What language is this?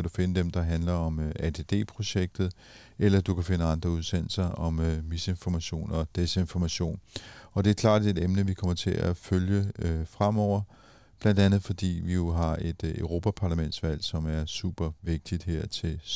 Danish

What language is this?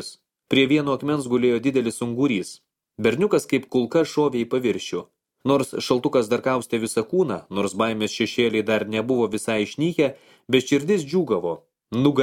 Lithuanian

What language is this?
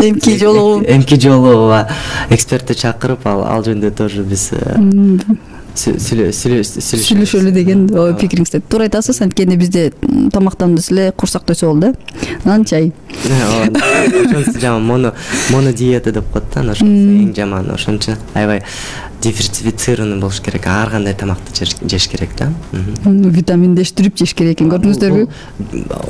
Kyrgyz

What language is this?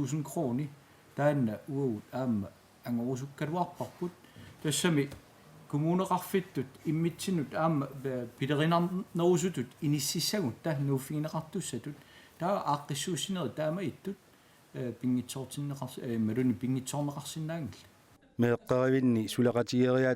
Kalaallisut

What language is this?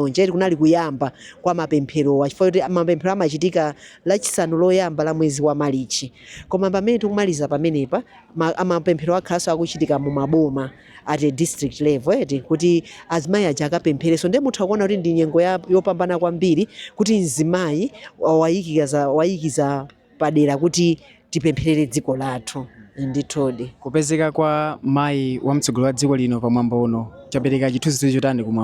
Nyanja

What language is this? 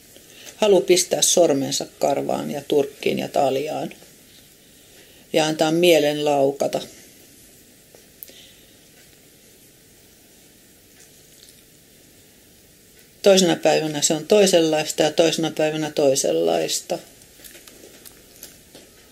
Finnish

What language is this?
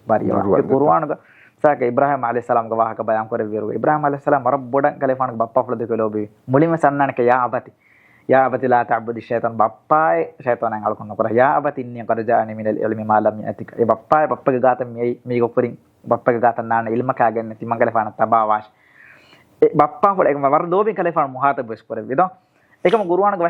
Divehi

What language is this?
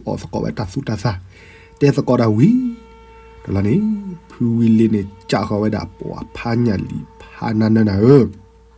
S'gaw Karen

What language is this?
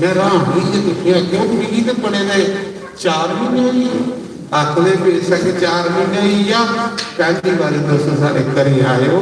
Dogri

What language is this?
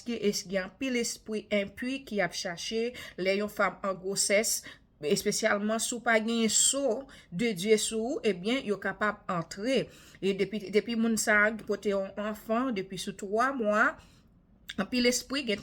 Haitian Creole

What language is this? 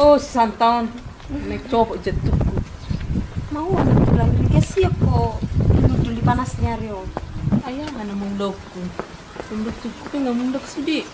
Batak Toba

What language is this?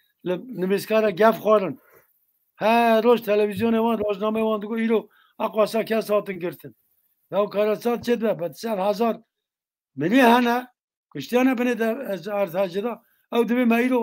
Kurdish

